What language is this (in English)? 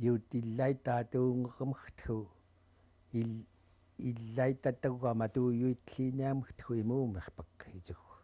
Central Yupik